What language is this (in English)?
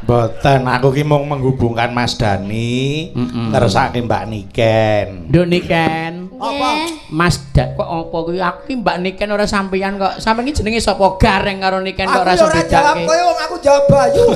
Javanese